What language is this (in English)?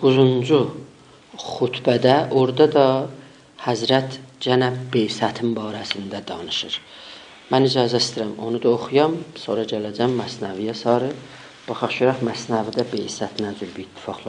South Azerbaijani